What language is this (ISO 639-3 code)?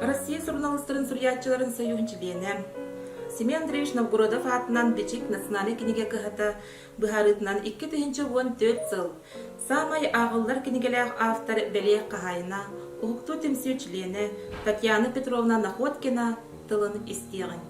sah